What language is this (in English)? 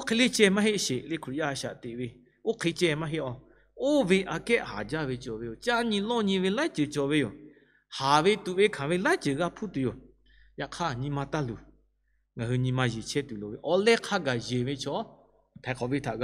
Lahu